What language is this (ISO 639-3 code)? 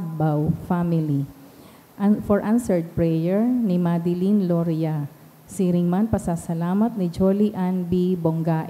bik